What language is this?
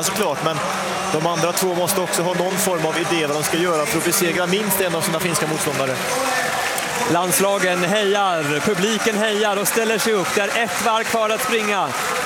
Swedish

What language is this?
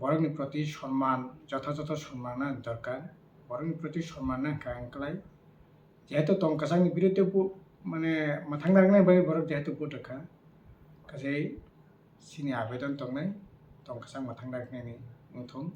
Kok Borok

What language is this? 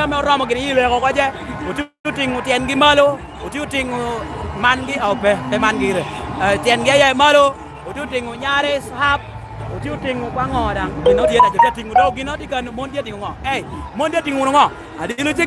Lango (Uganda)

